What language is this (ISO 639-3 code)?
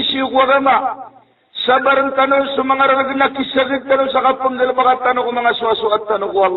mrw